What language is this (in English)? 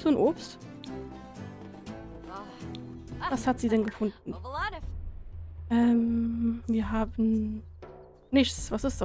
German